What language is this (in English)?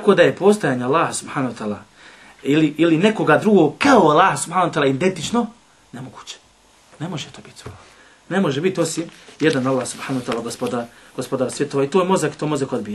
Bosnian